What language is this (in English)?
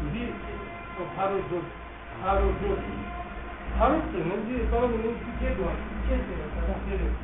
Tibetan